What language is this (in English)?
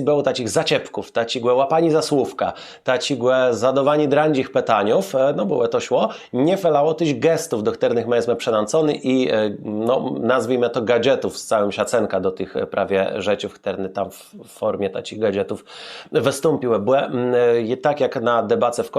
Kashubian